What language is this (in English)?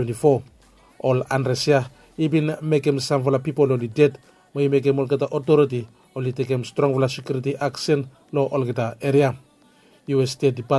Bislama